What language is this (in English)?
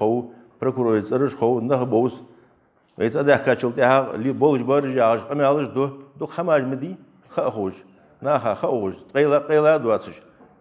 Ingush